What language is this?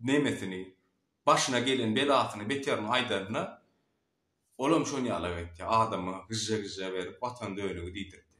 Turkmen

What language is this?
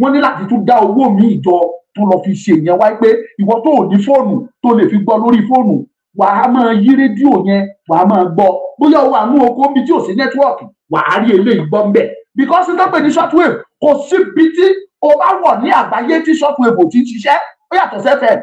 Yoruba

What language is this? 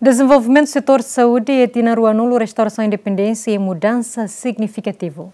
Tetum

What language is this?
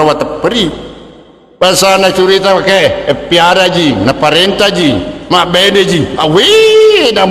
Buginese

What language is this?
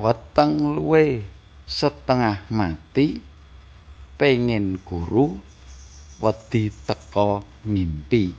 Javanese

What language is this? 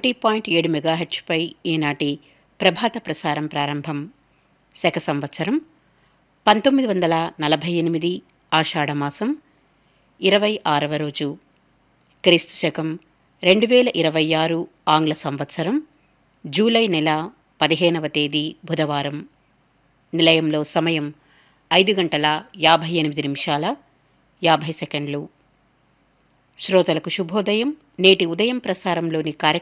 Telugu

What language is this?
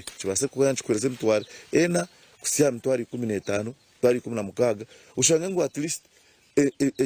Nyankole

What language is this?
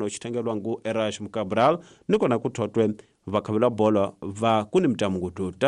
Tsonga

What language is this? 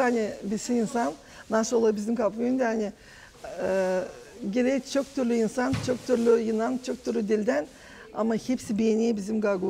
Gagauz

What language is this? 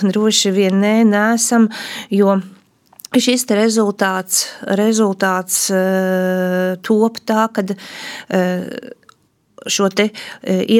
Latvian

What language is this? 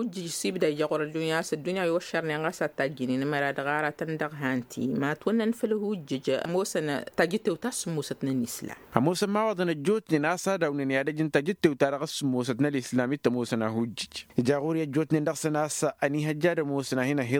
Tamasheq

